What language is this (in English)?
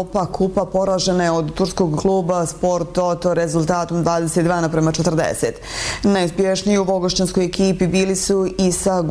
Bosnian